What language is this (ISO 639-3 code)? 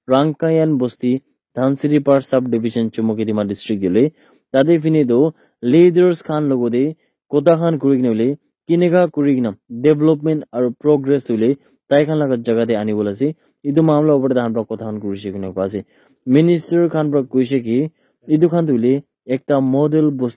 nag